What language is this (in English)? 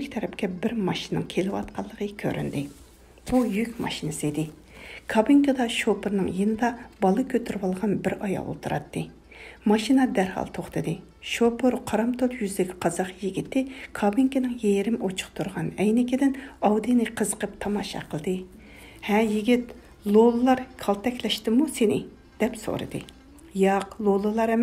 Uyghur